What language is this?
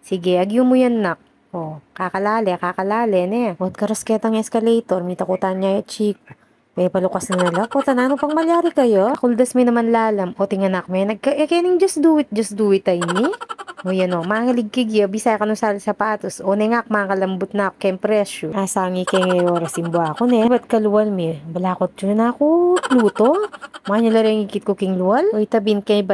Pampanga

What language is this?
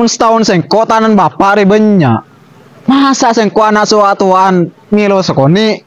Madurese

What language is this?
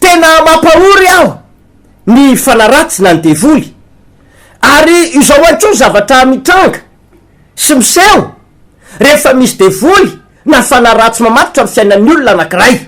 Malagasy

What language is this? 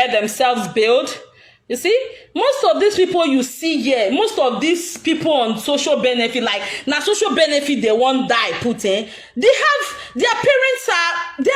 Nigerian Pidgin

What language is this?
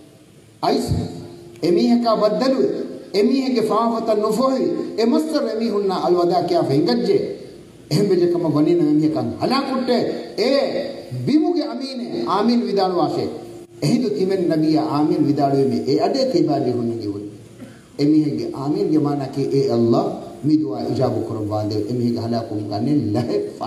Divehi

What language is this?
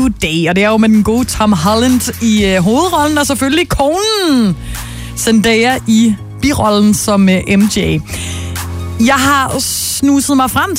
Danish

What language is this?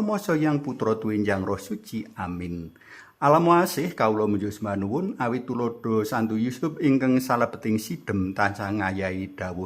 Javanese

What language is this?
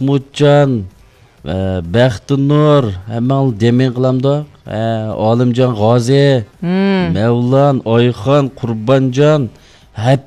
Uyghur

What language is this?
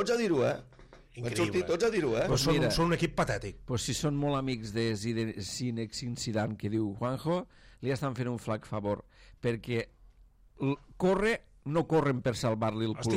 Catalan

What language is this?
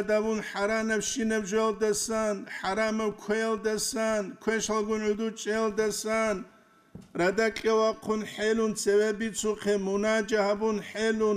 Avaric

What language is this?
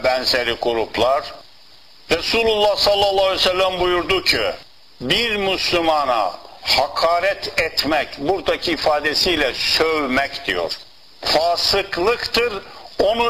Turkish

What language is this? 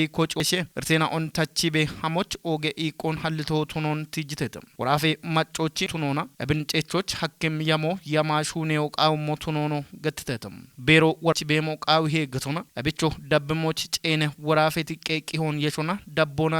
Kafa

